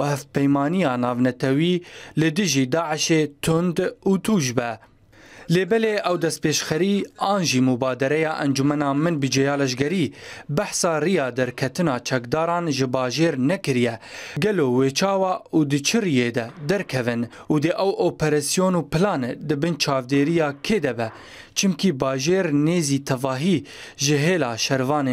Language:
Kurdish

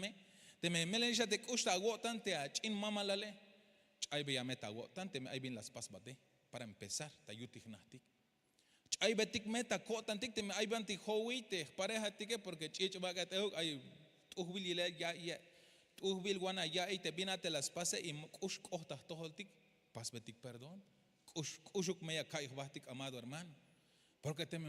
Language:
Tzeltal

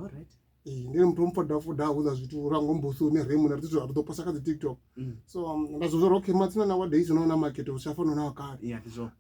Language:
Venda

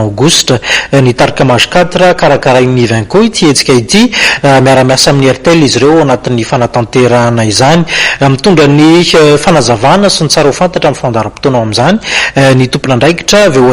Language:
Malagasy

